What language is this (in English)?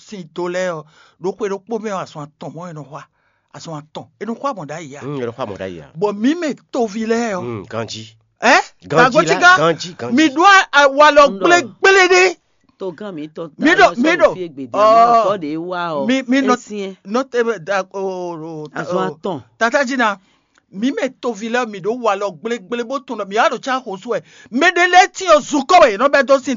Fon